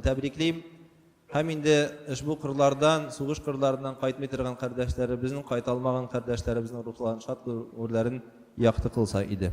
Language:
Tatar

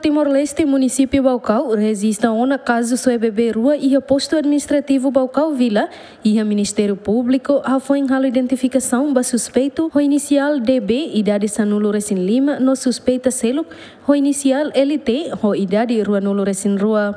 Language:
Tetum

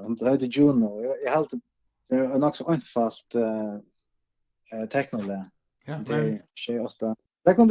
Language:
Faroese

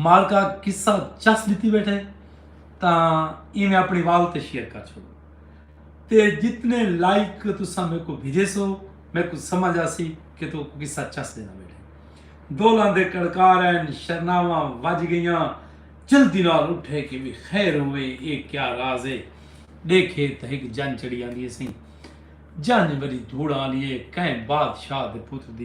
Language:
Saraiki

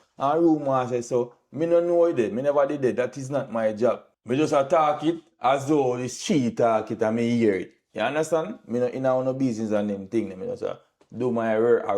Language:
Jamaican Creole English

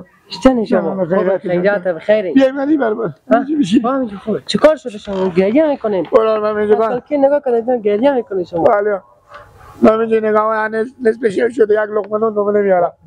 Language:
Persian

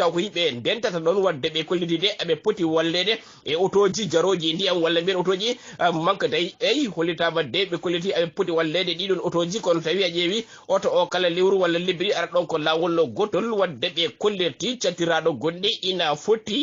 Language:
Fula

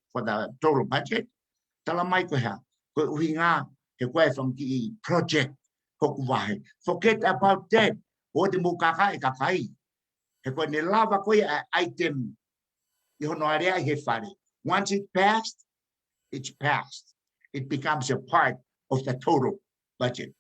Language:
Tongan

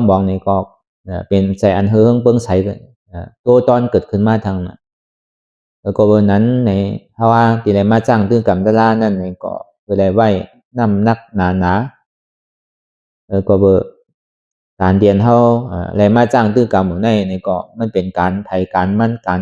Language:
Shan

